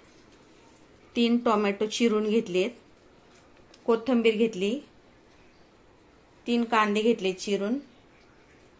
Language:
Marathi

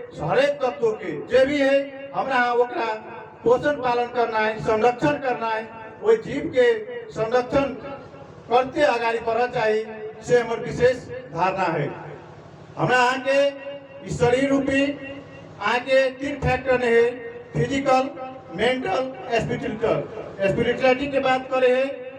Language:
Magahi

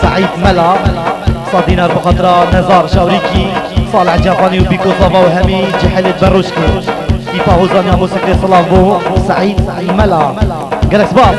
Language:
Kurdish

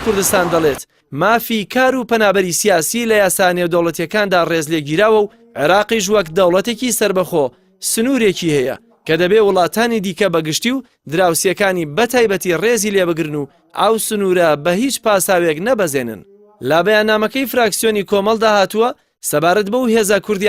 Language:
Central Kurdish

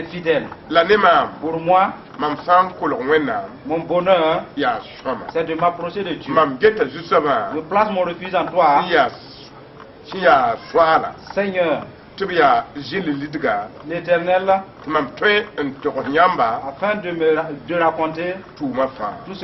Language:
Mossi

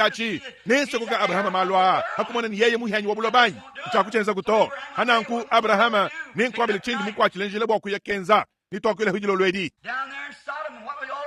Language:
Luba-Lulua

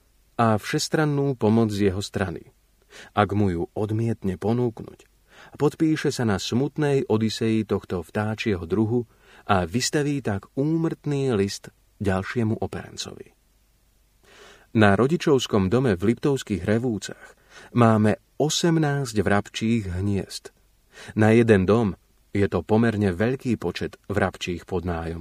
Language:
Slovak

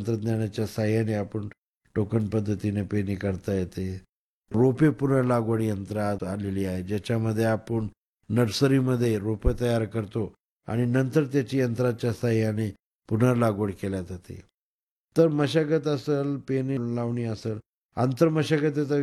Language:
Marathi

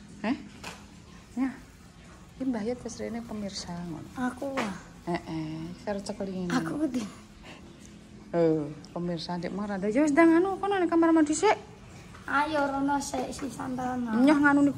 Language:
Javanese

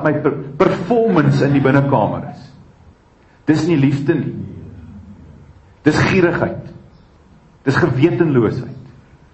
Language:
Afrikaans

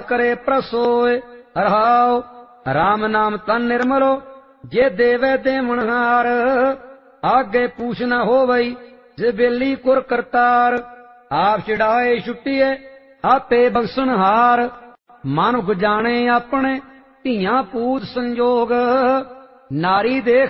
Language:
Punjabi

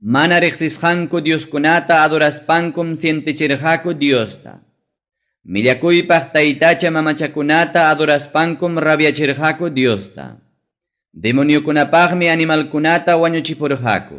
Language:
Ayacucho Quechua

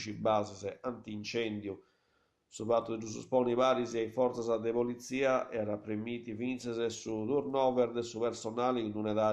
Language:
Sardinian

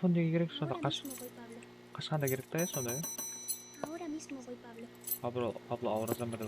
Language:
Kara-Kalpak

